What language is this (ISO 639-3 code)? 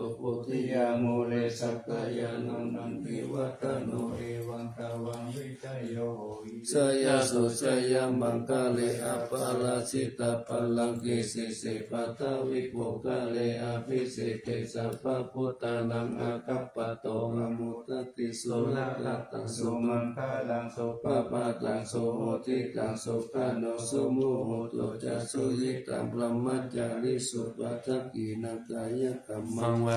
pli